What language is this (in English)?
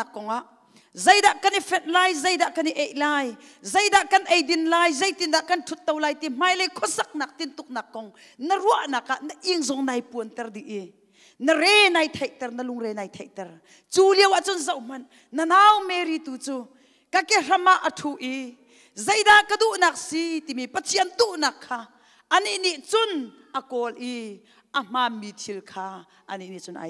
Hakha Chin